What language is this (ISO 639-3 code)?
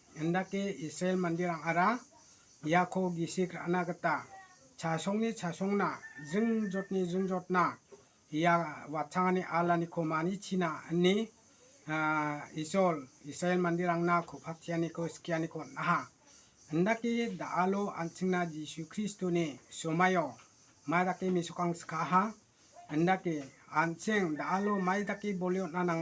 grt